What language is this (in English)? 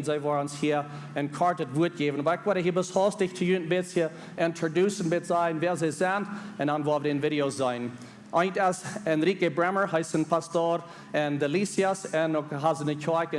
Plautdietsch